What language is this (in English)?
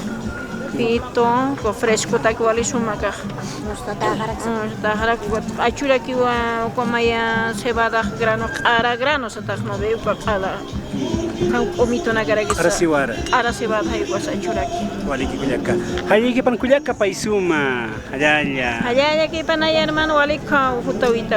Aymara